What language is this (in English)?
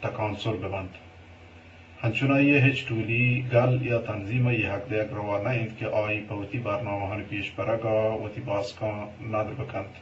Eastern Balochi